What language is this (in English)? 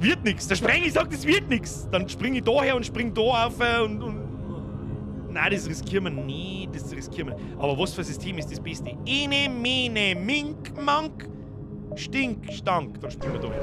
Bavarian